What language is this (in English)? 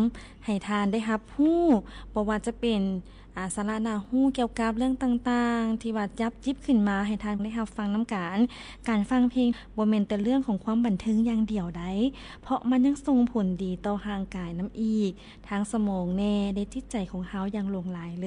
Lao